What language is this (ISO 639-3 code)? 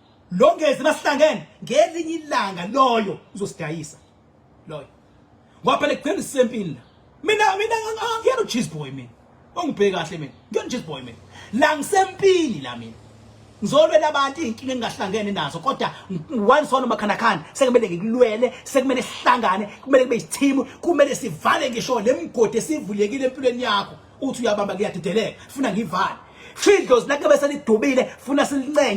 zul